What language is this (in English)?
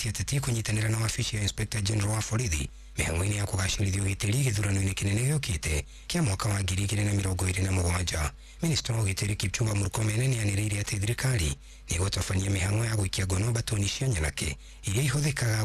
Kikuyu